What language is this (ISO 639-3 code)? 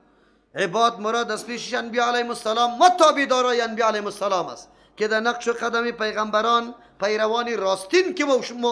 fas